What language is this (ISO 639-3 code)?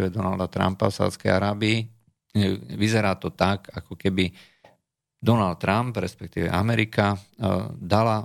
slk